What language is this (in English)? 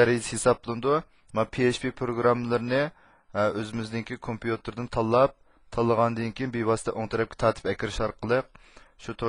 Uyghur